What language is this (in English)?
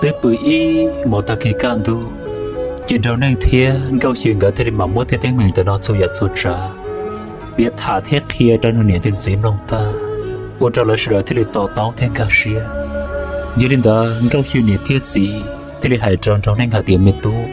Hmong